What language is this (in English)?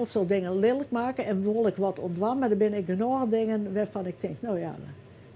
Western Frisian